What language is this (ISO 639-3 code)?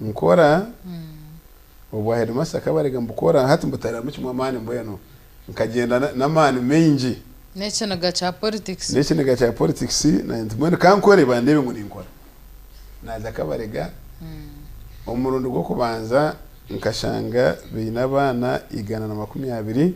nyn